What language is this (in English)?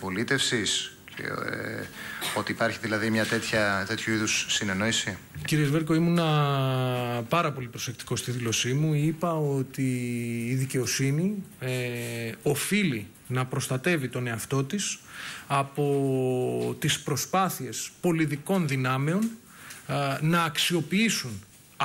Greek